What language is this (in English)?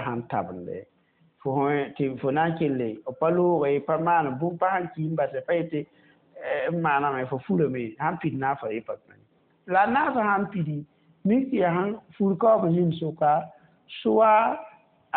Mossi